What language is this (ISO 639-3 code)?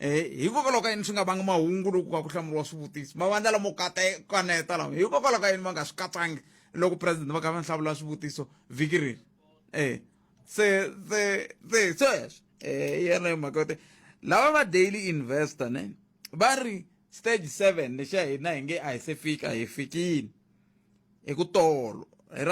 tso